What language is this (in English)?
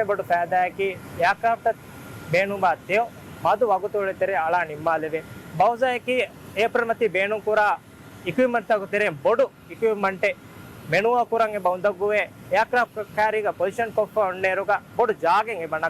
Divehi